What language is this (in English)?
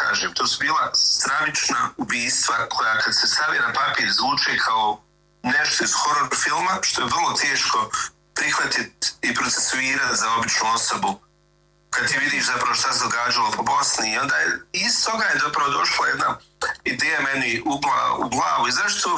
Bosnian